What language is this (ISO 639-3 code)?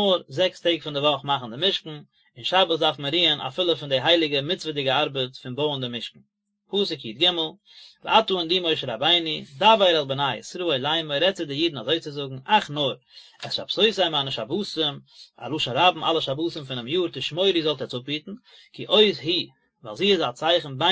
yid